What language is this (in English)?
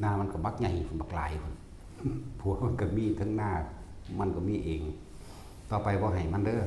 Northeastern Thai